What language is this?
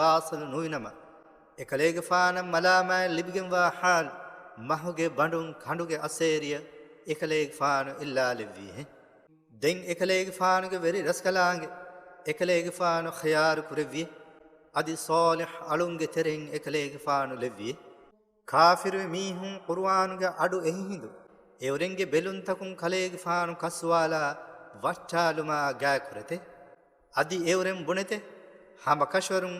Divehi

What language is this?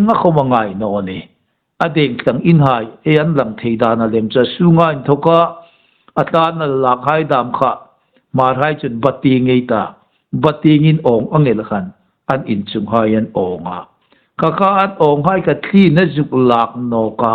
Hmar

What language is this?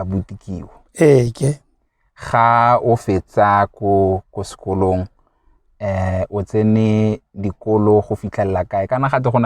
Tswana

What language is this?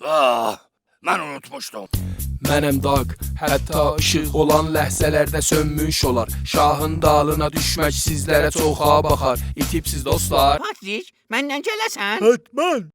South Azerbaijani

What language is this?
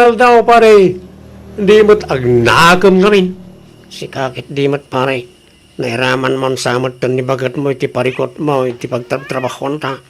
Iloko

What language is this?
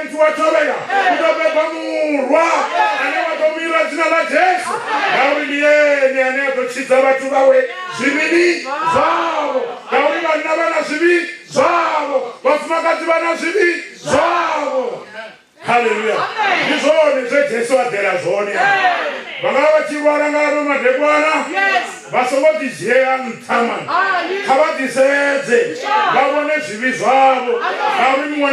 Venda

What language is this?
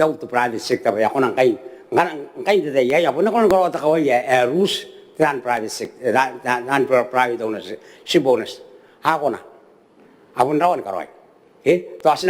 Gilbertese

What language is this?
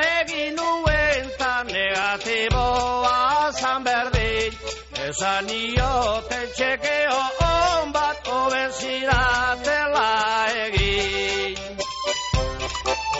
Basque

